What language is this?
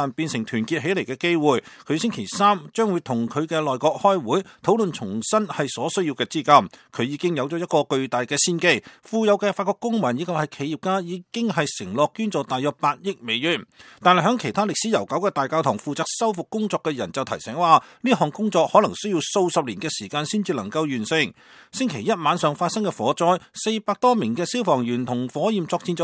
Cantonese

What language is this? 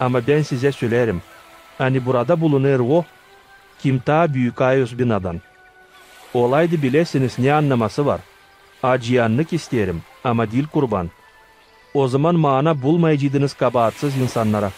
Gagauz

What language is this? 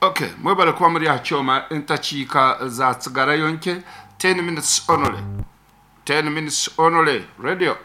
Nyankole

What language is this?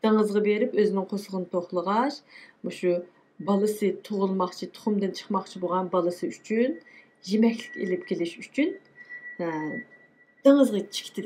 Uyghur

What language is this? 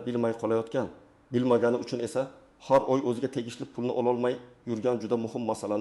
Uzbek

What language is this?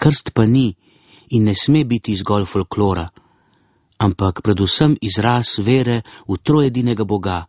Slovenian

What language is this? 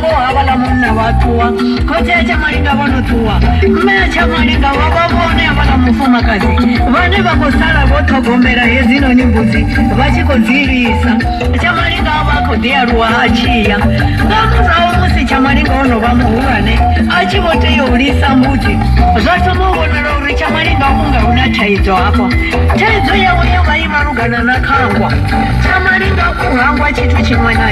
Venda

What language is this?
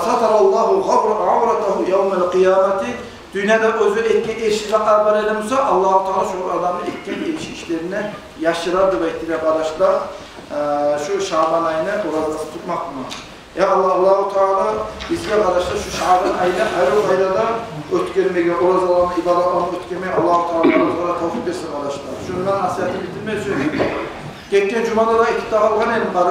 Kumyk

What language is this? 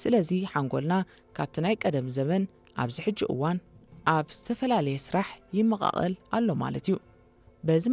Tigrinya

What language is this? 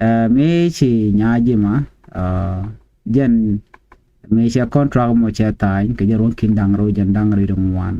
Nuer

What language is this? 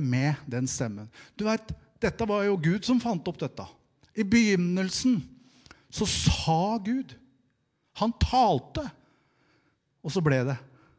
Norwegian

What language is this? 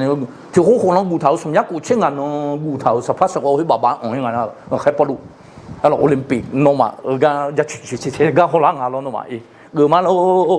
Akha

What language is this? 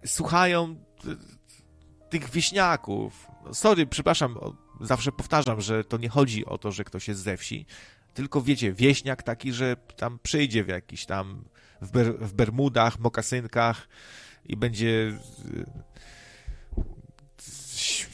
Polish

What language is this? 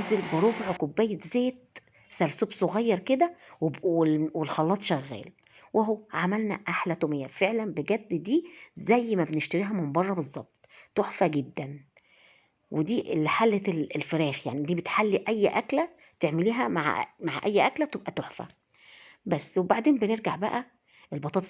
Egyptian Arabic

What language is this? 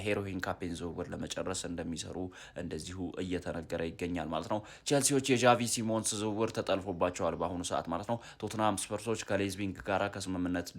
Amharic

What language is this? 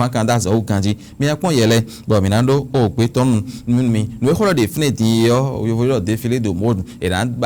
Fon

